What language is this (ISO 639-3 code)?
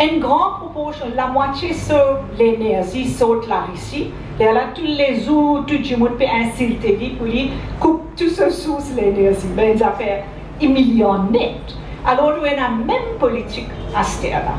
mfe